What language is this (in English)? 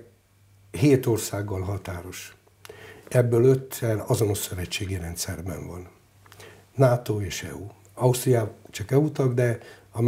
Hungarian